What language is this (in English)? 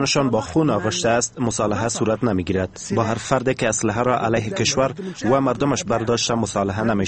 Persian